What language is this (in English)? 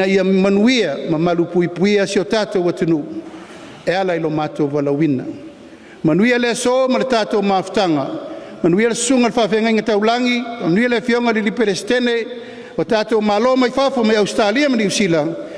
Samoan